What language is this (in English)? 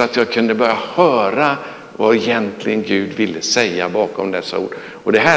Swedish